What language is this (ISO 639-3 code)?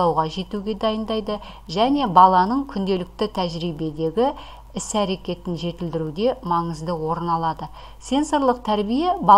kaz